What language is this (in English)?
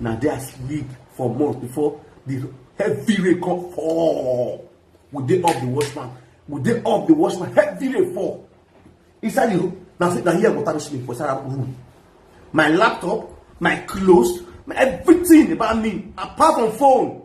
Nigerian Pidgin